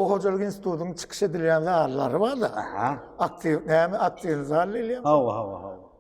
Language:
Turkmen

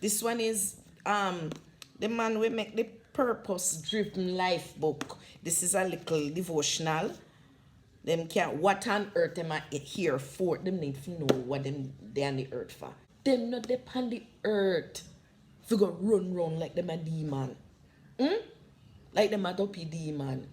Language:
Jamaican Creole English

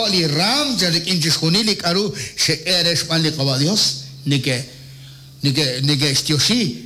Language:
Kekchí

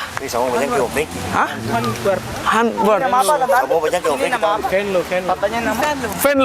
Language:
Ambonese Malay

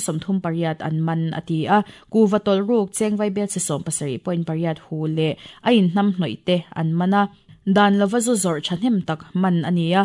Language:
Mizo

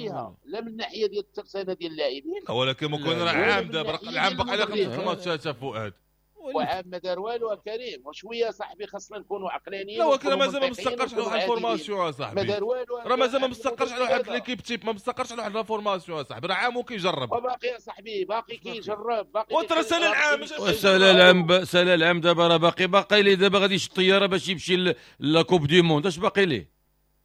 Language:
Moroccan Arabic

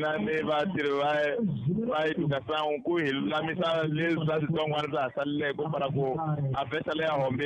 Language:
Tsonga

